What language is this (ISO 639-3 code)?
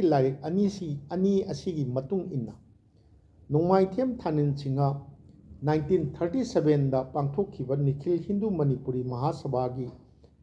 mni